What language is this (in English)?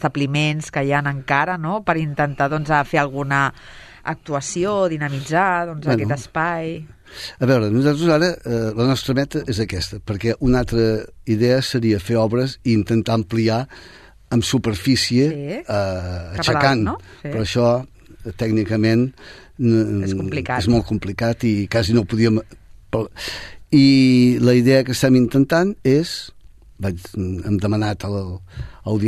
Catalan